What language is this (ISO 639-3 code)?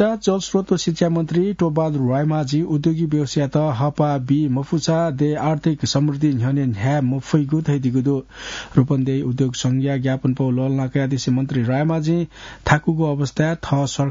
new